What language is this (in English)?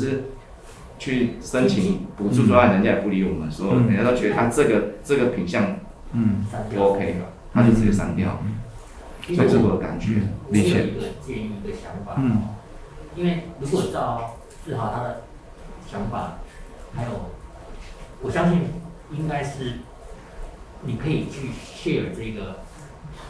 Chinese